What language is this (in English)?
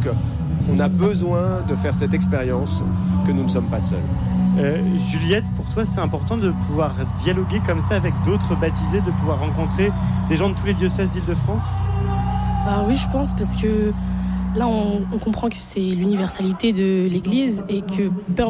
French